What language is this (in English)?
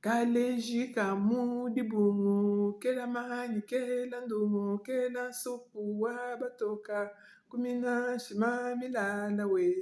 Luba-Lulua